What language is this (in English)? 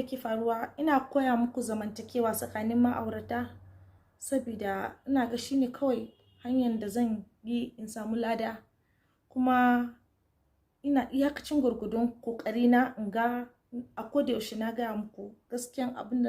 Hausa